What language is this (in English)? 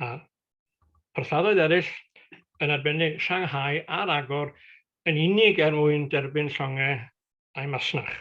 Welsh